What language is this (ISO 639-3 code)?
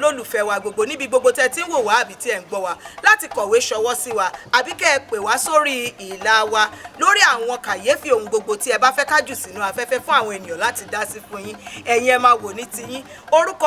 yor